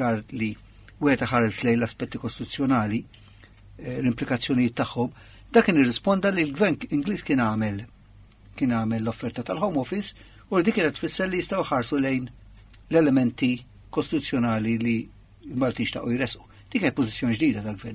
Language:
Maltese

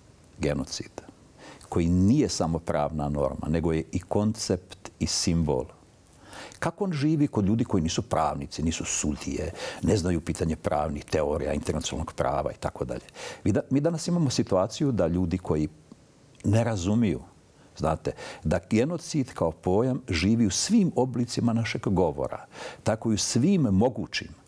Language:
Bosnian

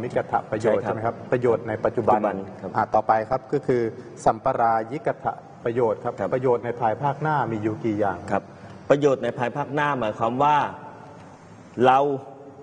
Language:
Thai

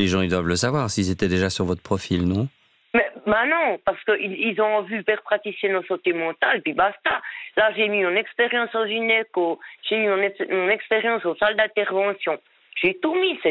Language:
French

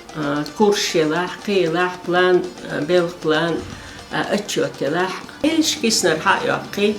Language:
Chechen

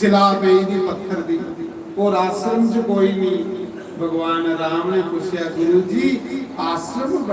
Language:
Dogri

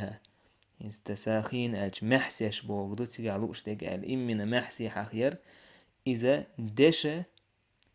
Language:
Chechen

